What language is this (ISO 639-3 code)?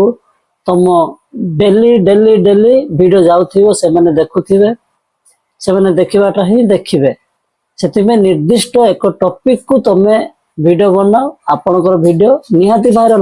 ori